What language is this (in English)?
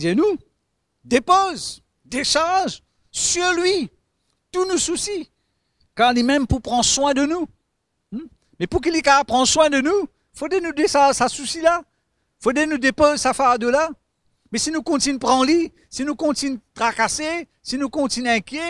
Morisyen